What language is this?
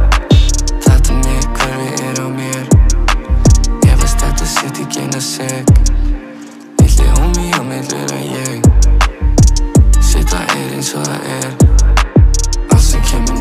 Icelandic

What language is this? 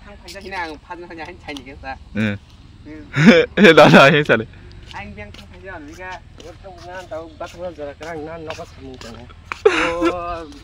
Kok Borok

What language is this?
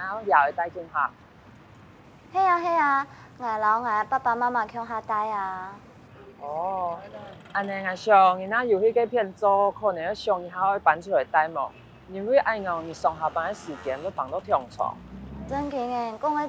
Hakka Chinese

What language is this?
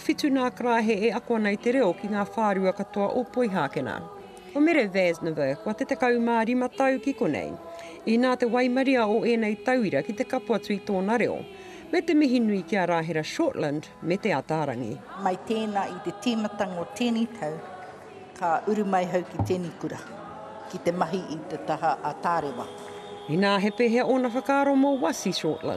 Māori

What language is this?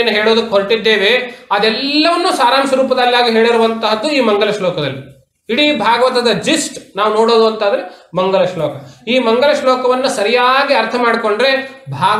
Kannada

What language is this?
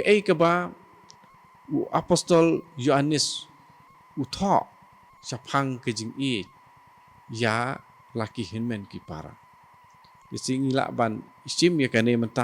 Khasi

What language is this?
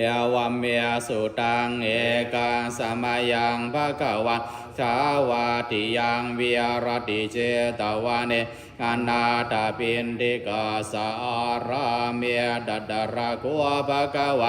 Pali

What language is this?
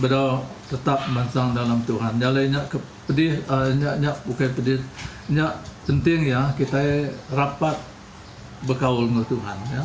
Iban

